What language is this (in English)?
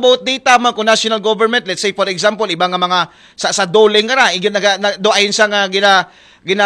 Aklanon